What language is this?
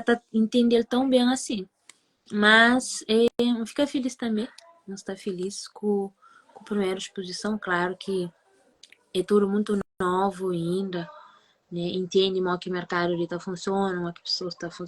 Kabuverdianu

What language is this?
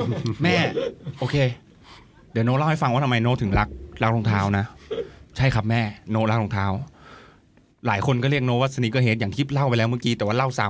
Thai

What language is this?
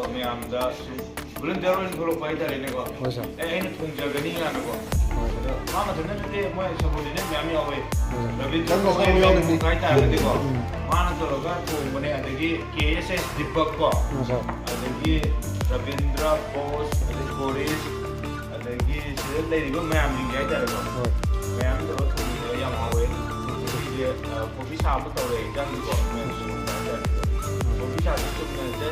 Manipuri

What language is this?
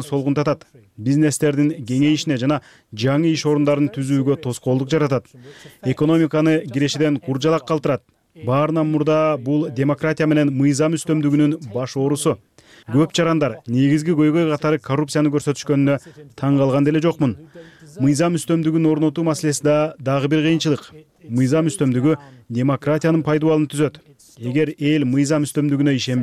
Kyrgyz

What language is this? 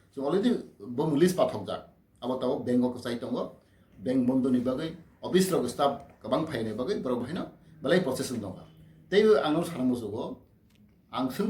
Kok Borok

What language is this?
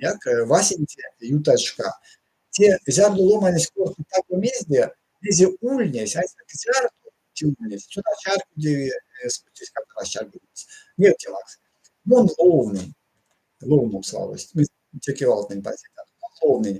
Erzya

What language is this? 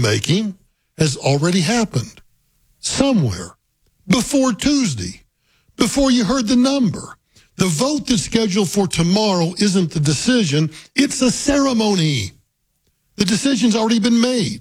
English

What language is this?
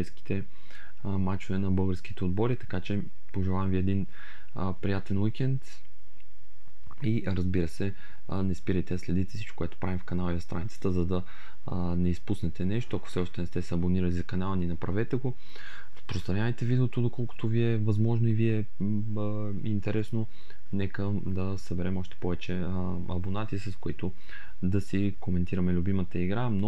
Bulgarian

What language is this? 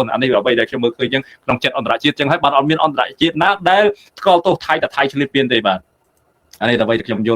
Khmer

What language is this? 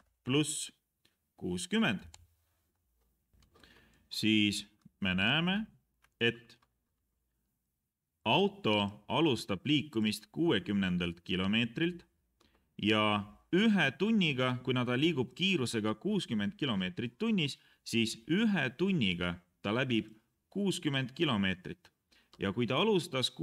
Estonian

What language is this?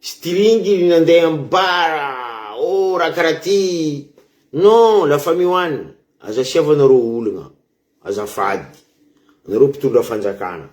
Malagasy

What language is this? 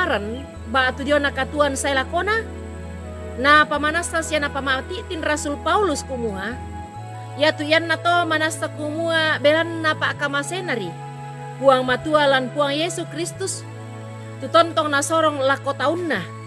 Toraja-Sa'dan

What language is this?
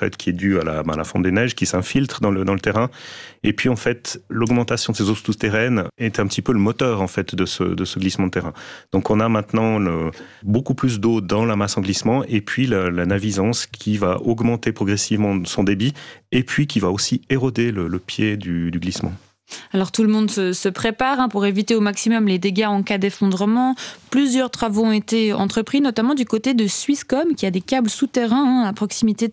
French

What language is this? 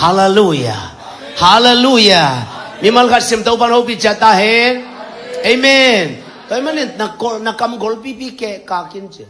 Tedim Chin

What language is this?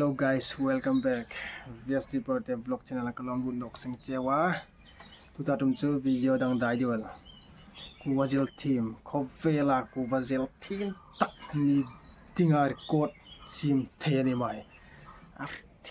Hmar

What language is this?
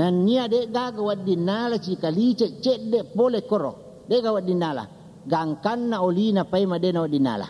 Buginese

